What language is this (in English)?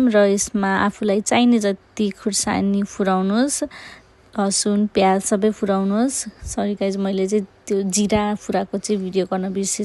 Nepali